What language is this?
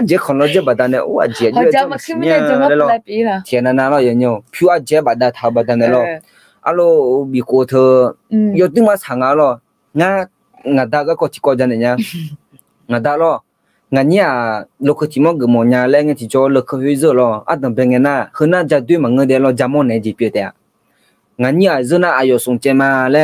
Akha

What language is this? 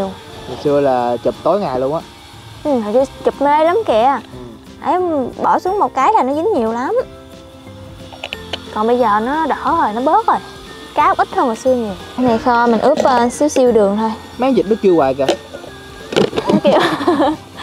Vietnamese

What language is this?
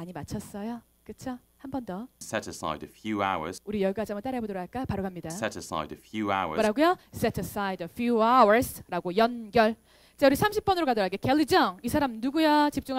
Korean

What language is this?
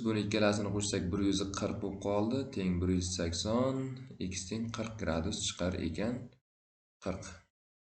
Uzbek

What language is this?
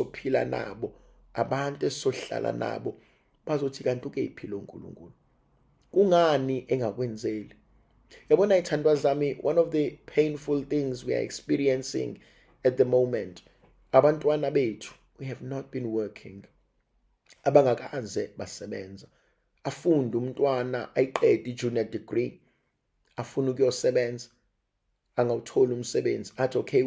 Zulu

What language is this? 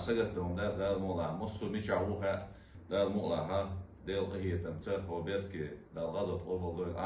Chechen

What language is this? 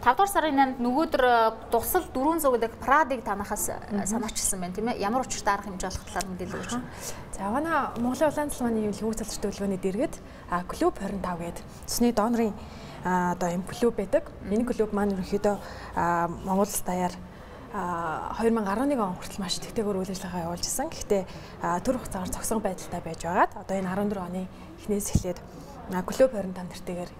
Mongolian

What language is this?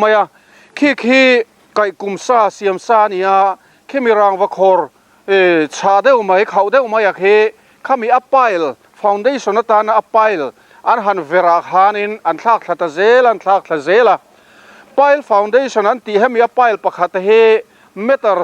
Mizo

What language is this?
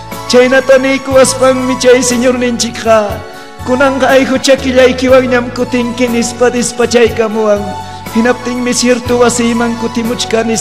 Ayacucho Quechua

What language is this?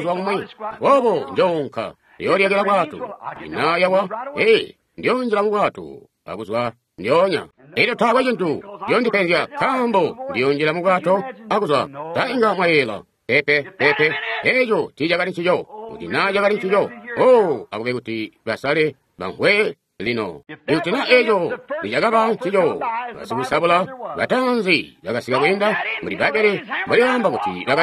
Tonga (Zambia)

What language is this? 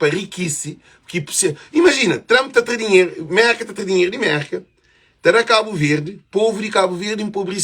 Kabuverdianu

